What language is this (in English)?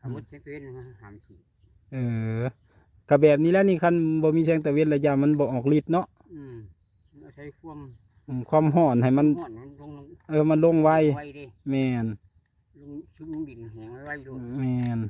Northeastern Thai